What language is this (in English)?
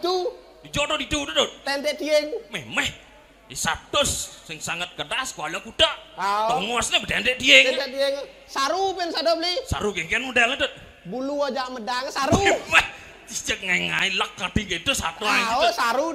Balinese